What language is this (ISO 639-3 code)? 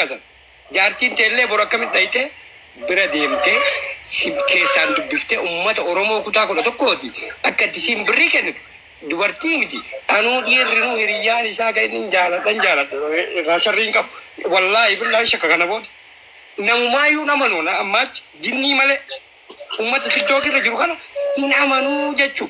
orm